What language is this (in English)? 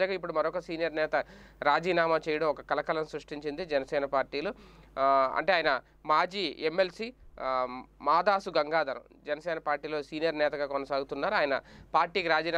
Telugu